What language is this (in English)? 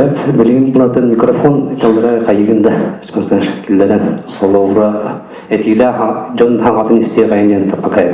Yakut